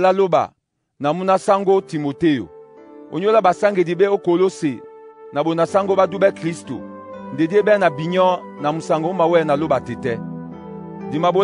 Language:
Duala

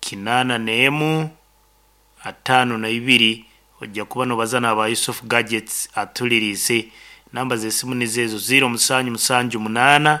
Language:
Nyankole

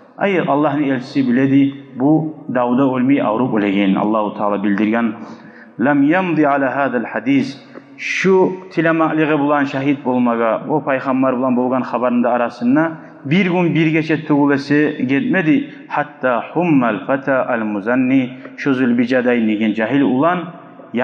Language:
Kumyk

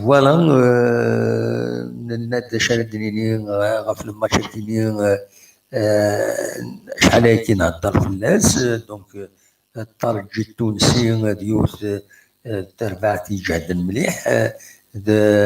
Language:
Kabyle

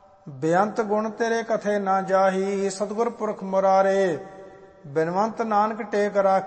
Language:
Punjabi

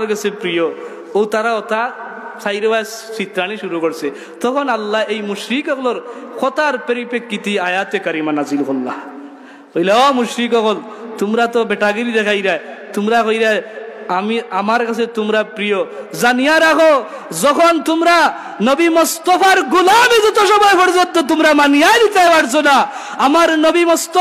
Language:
Sylheti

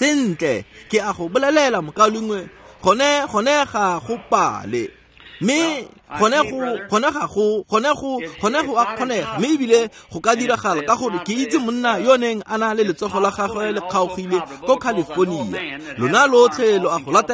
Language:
Tswana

